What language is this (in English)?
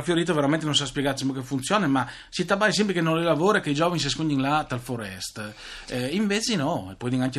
Friulian